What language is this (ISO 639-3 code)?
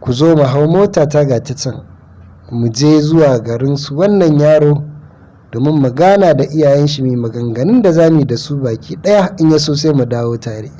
hau